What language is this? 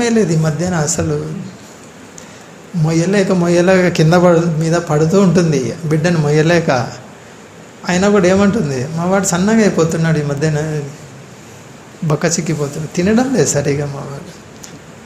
Telugu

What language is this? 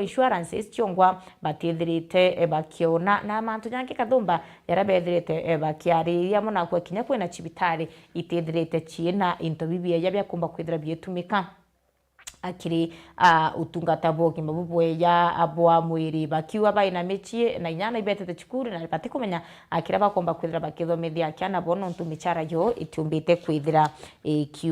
Meru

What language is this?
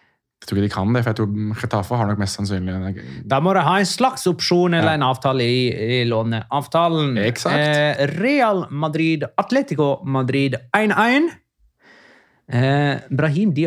Norwegian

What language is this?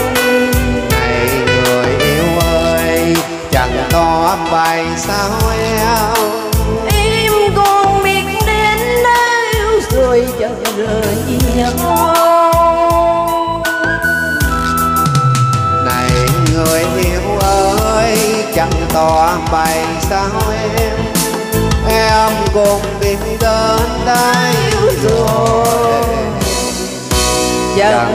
Vietnamese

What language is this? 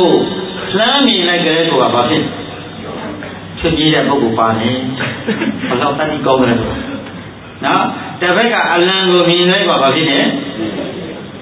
Burmese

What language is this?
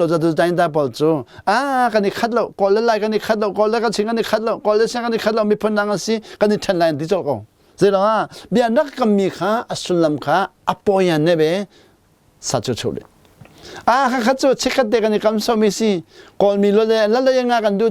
Hakha Chin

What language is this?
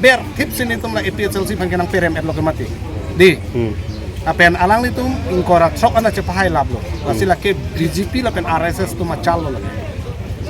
Karbi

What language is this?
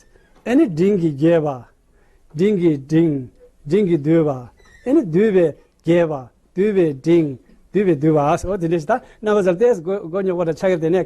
Tibetan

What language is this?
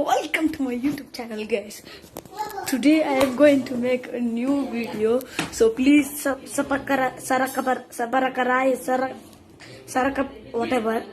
Karbi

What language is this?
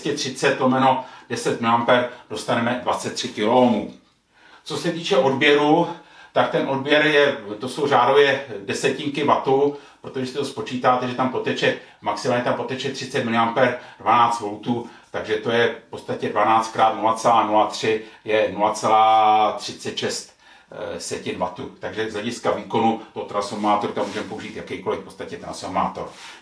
Czech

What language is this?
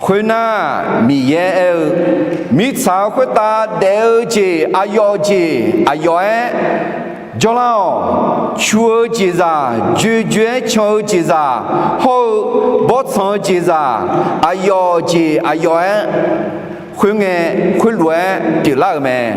Akha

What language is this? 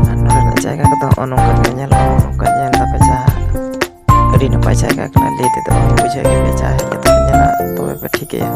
Santali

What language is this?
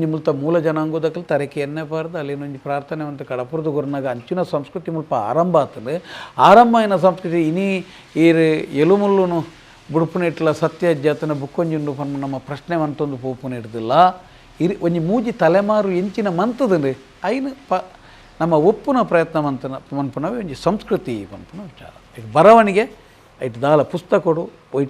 Tulu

